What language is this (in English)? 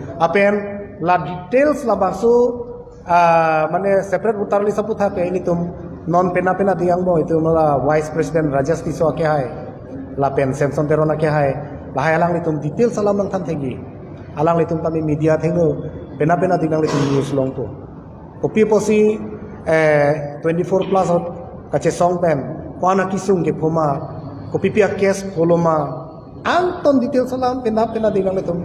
Karbi